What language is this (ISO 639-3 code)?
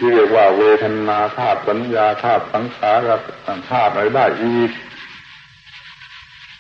tha